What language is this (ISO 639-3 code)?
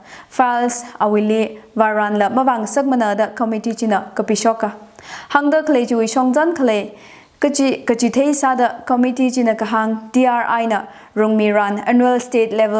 nmf